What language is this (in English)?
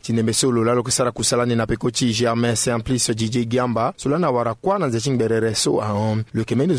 Sango